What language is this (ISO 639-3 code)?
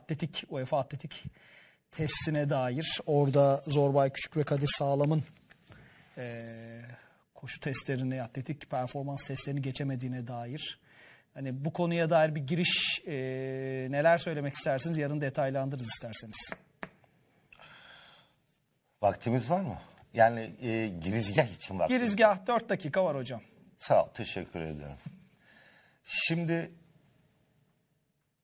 tur